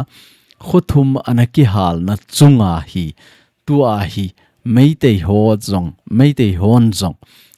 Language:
Thado Chin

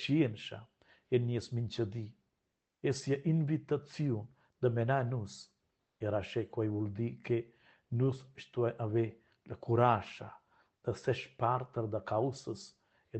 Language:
Romansh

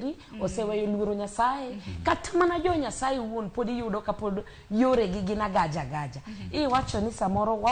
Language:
Luo (Kenya and Tanzania)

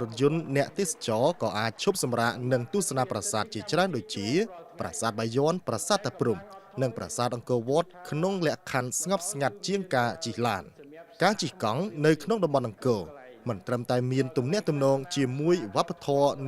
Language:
Khmer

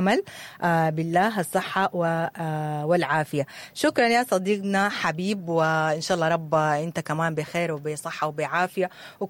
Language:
Sudanese Arabic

